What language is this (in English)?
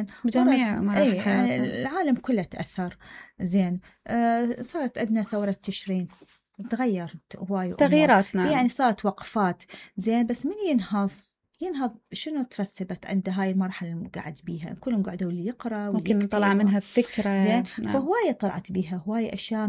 Mesopotamian Arabic